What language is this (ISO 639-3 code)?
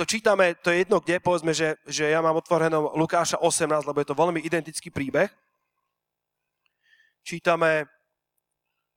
slk